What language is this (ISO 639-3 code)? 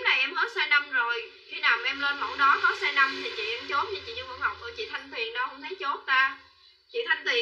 vie